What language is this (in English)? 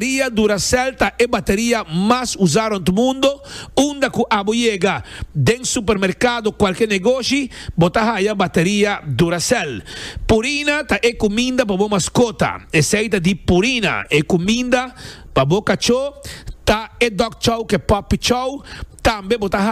Papiamento